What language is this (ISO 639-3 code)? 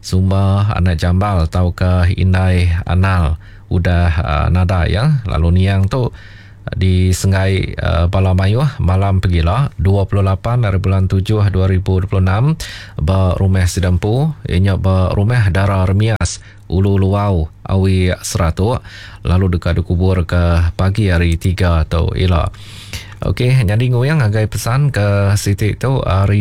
iba